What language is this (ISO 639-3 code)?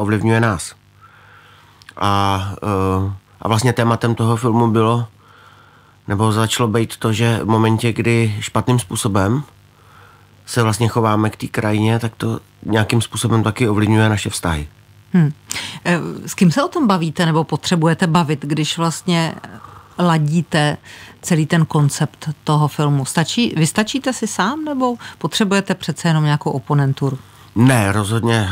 ces